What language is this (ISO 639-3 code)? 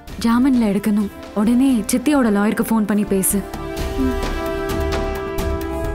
tam